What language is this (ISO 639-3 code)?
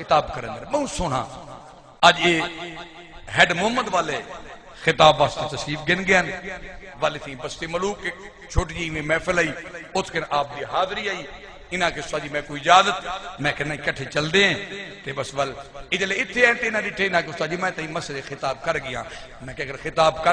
skr